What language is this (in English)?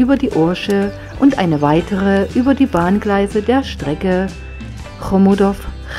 German